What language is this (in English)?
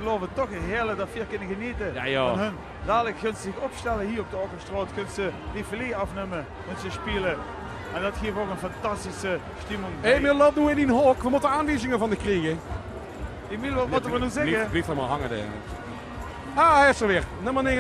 Limburgish